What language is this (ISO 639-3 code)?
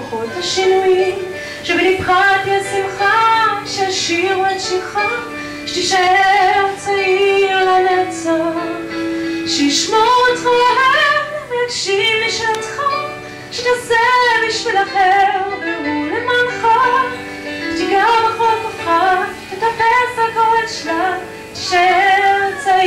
heb